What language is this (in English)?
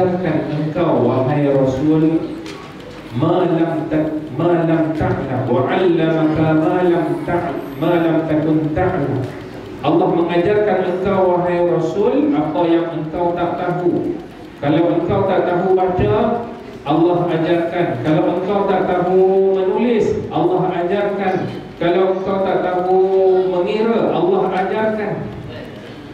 Malay